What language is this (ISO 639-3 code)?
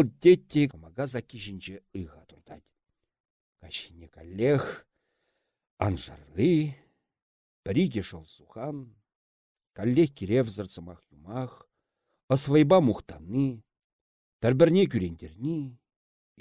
chv